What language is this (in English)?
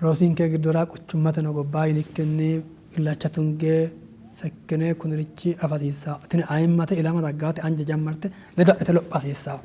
Sidamo